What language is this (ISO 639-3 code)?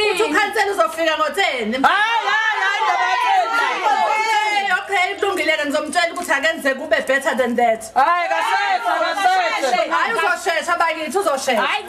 zul